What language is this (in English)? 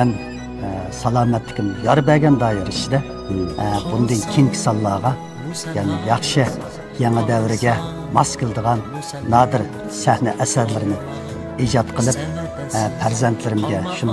Uyghur